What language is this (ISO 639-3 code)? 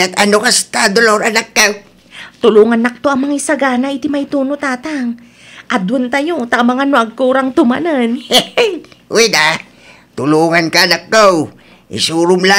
ilo